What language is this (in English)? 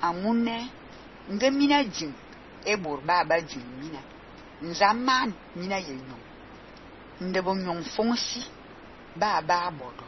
Fang